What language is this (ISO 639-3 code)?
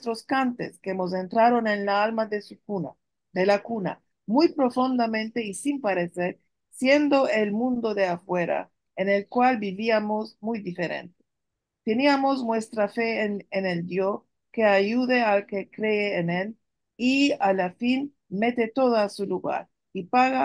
lad